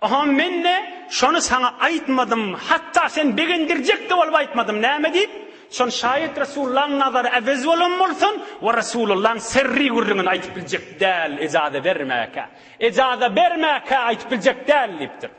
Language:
Turkmen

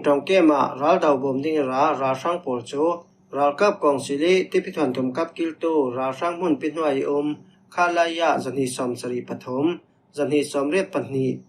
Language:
Falam Chin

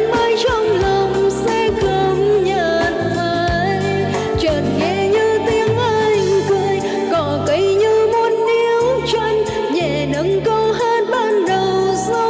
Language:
Vietnamese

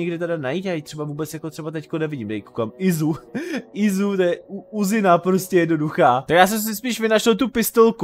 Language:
Czech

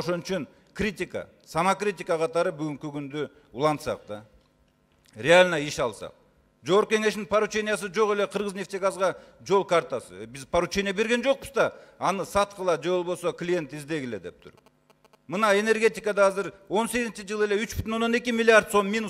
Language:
Kyrgyz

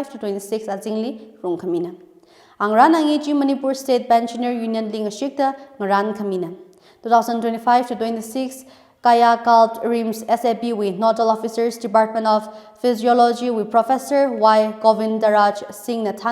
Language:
Tangkhul Naga (India)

